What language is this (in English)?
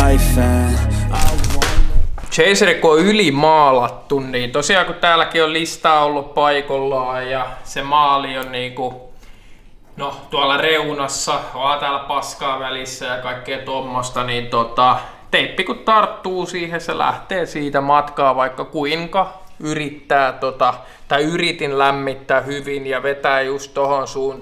Finnish